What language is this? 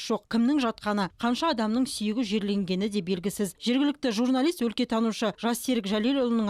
Kazakh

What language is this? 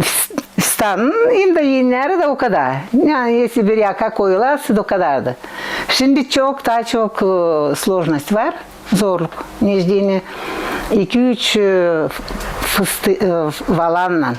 Gagauz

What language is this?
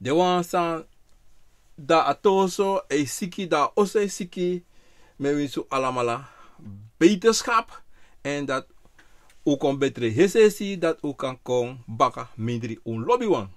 Sranan Tongo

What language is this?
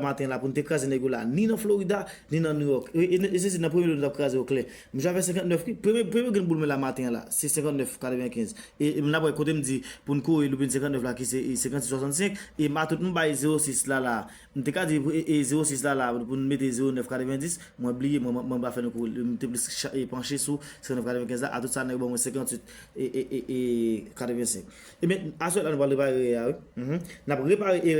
Haitian Creole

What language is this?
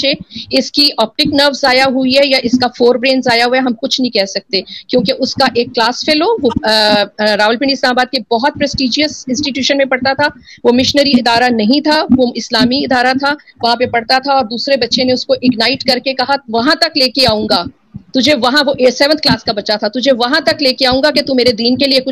Urdu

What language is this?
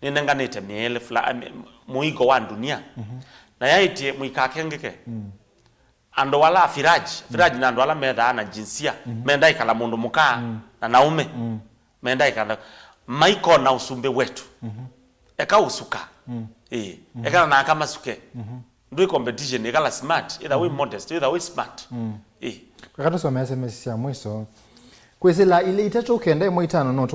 Kamba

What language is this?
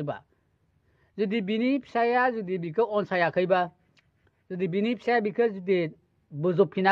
Bodo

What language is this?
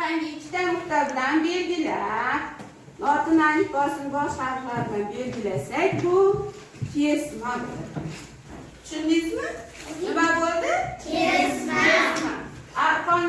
Uzbek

